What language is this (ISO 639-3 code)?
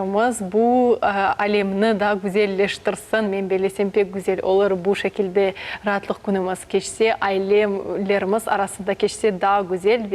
crh